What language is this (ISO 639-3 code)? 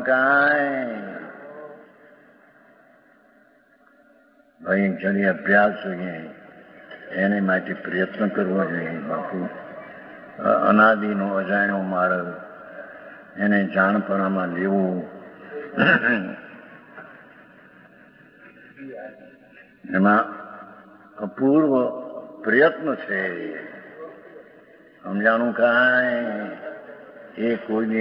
guj